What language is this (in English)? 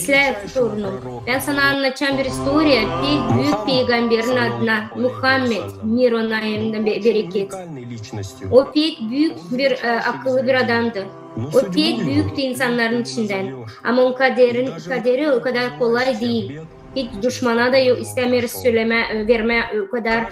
Gagauz